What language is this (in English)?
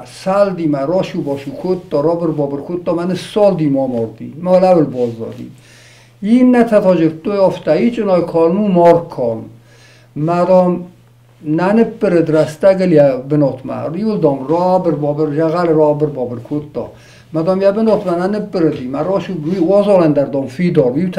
Ossetic